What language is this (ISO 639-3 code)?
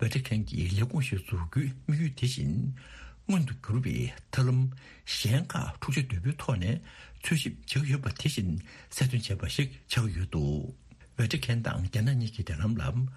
bod